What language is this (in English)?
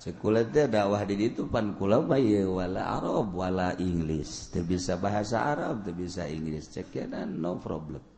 Sundanese